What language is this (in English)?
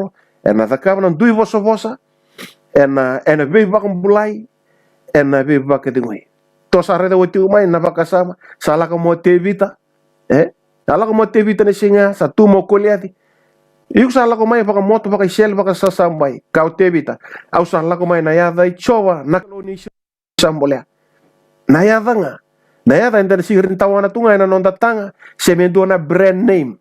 Fijian